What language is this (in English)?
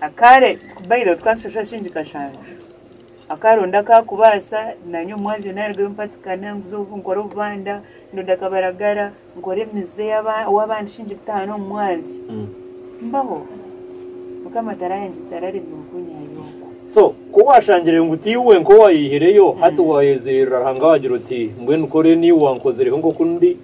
Nyankole